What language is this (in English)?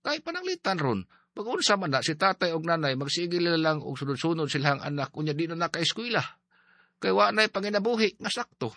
Cebuano